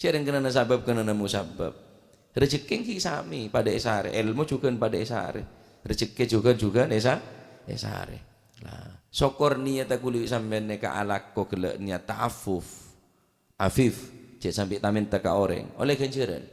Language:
Madurese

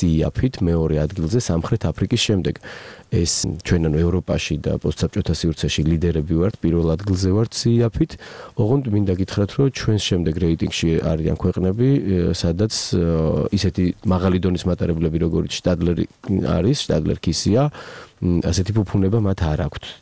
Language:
Georgian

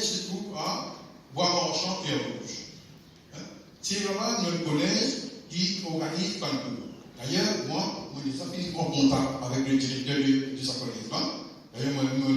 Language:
Morisyen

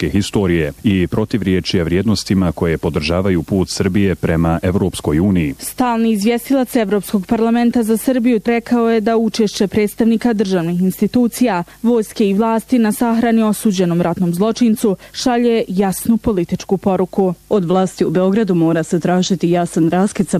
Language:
Bosnian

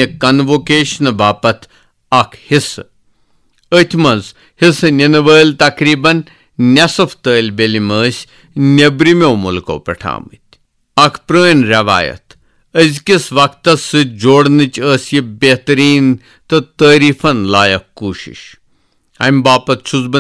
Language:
Kashmiri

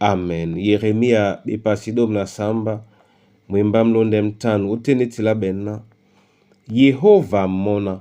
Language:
Duala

